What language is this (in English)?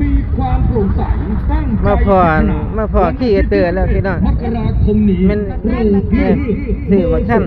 Northeastern Thai